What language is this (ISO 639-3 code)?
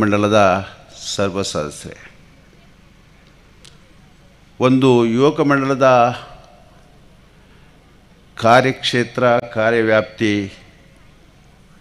kan